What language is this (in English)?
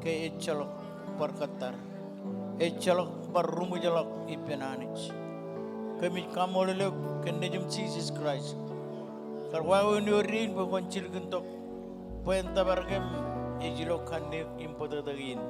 Marshallese